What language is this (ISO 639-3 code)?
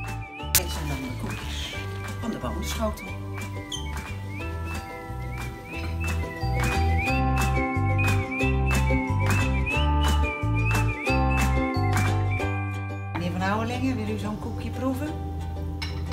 nld